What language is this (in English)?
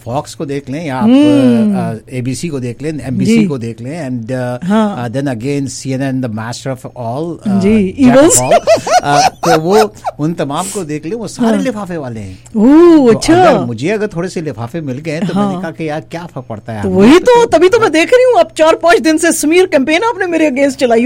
Urdu